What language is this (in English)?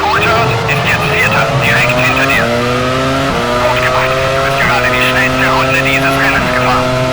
Bavarian